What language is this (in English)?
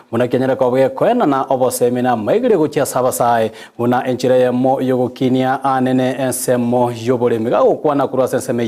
Gusii